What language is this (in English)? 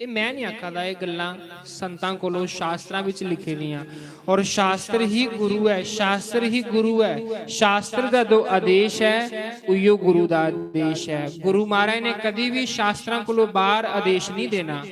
Dogri